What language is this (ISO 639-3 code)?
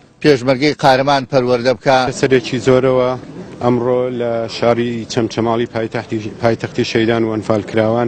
ckb